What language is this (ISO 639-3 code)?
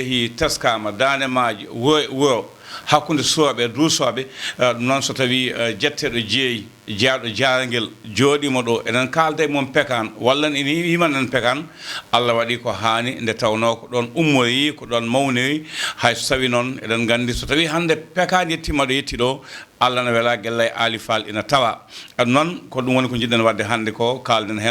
ful